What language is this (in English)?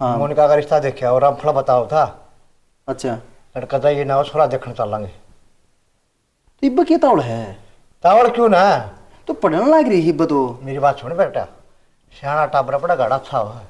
Haryanvi